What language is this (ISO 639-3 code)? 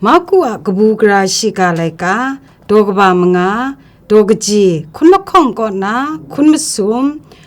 kac